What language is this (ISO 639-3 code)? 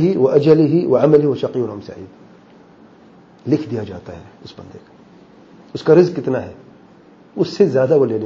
urd